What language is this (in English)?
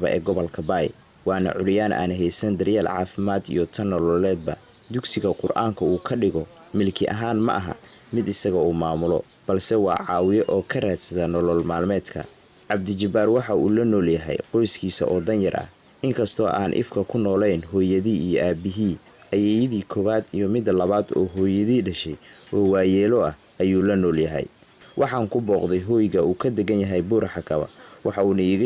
Somali